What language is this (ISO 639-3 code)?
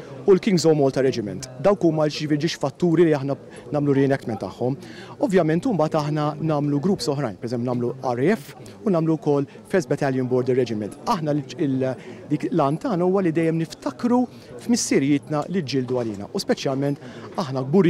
mlt